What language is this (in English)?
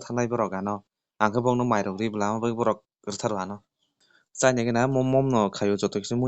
Kok Borok